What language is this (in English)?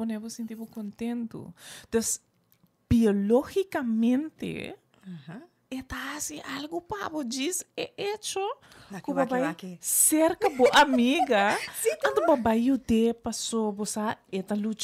Papiamento